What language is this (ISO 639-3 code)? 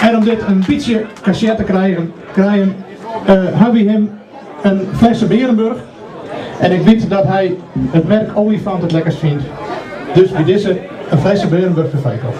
fry